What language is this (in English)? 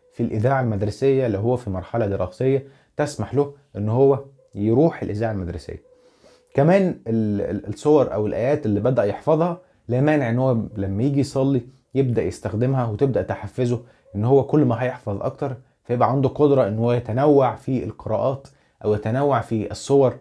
Egyptian Arabic